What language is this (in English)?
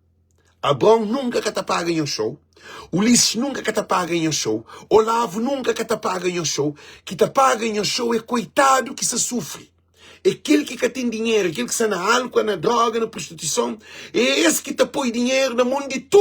Kabuverdianu